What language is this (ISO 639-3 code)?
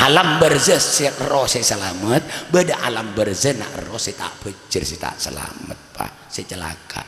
mad